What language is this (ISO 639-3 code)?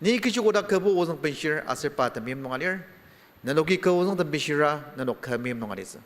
njo